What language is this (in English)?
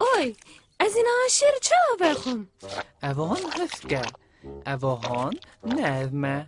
Kurdish